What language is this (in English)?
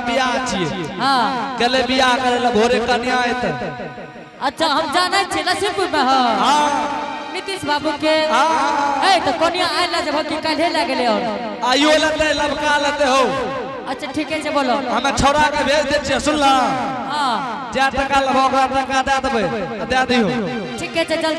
Angika